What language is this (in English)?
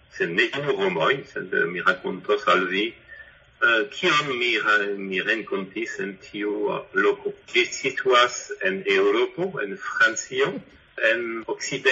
Esperanto